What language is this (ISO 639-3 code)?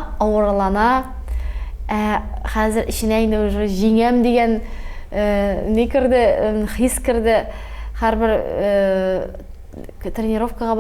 tat